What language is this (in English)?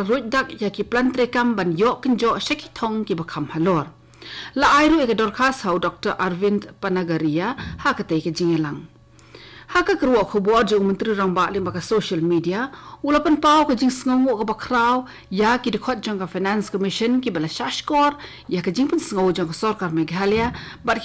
Khasi